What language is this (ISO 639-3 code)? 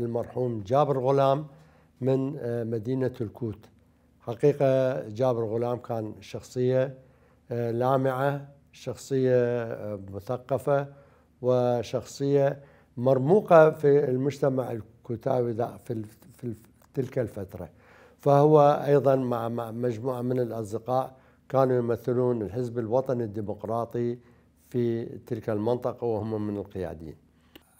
acm